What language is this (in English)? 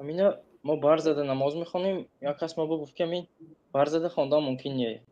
Tajik